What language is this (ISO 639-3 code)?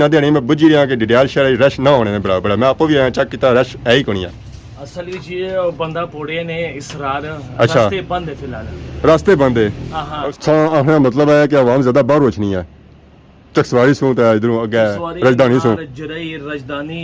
phr